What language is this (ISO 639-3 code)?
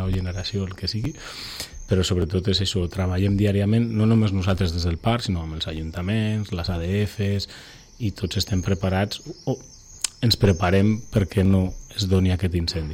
cat